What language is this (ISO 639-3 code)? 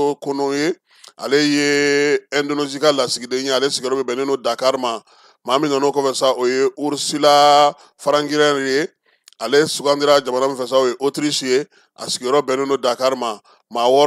bam